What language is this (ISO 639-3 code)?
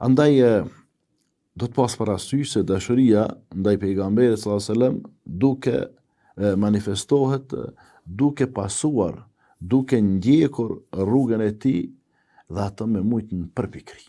sqi